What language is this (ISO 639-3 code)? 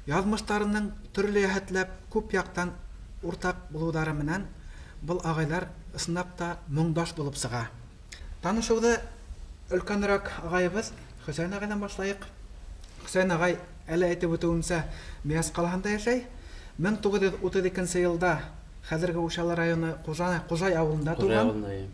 bak